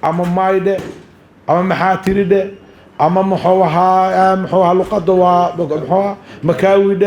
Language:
Somali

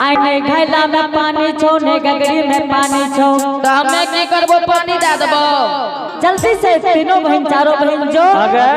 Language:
Angika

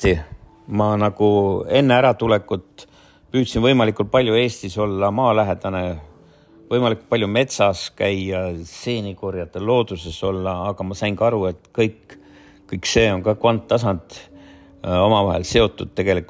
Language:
Estonian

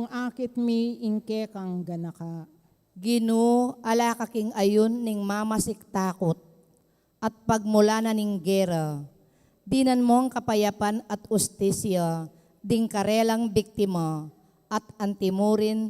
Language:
Pampanga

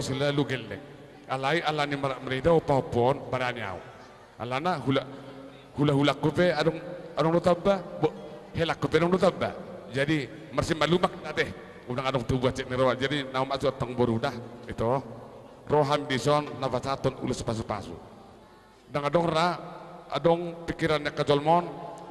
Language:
Batak Toba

